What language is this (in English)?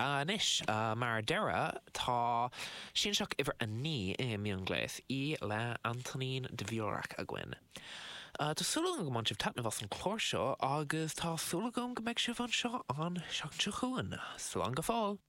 Irish